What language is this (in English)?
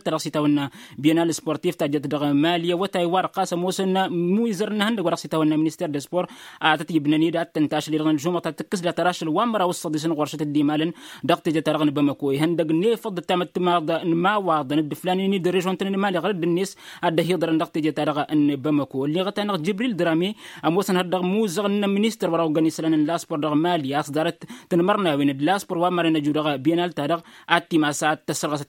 Tamasheq